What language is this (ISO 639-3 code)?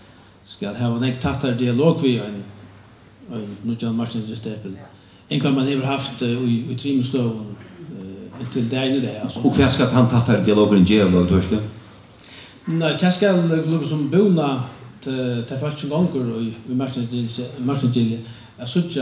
fao